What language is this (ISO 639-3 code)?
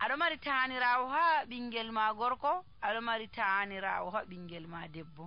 fuv